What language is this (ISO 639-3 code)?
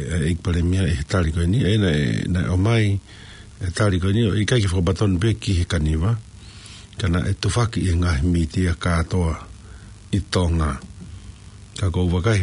ton